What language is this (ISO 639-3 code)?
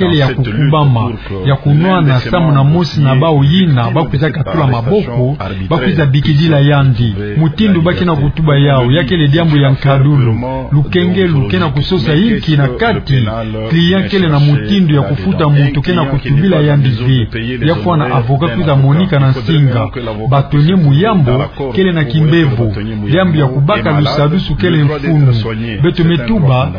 ktu